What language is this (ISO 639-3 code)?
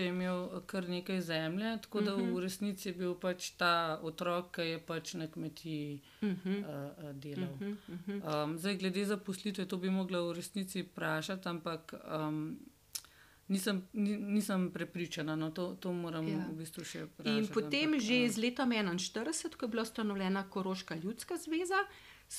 slv